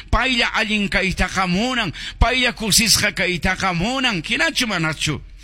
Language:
Quechua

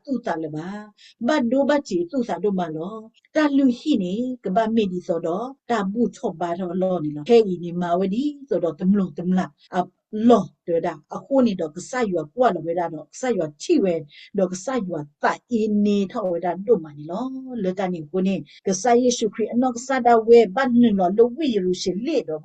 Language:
S'gaw Karen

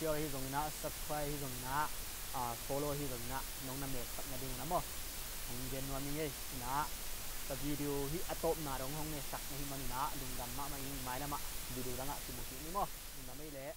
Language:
Tedim Chin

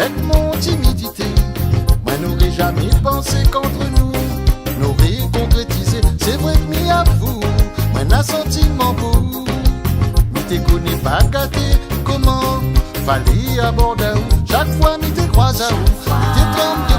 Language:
Réunion Creole French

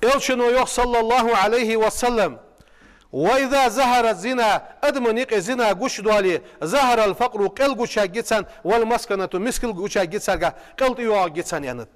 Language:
Ingush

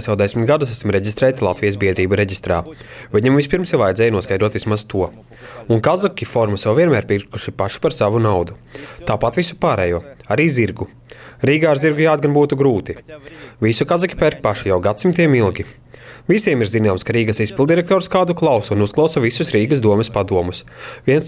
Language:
Latvian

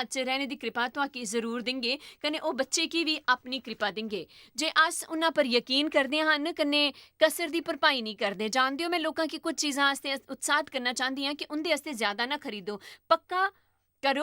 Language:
Dogri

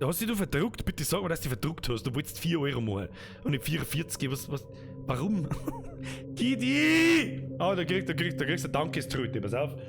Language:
Bavarian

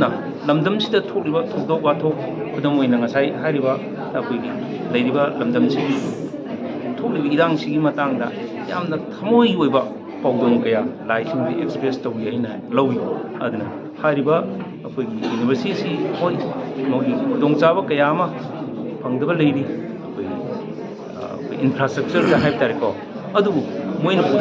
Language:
Manipuri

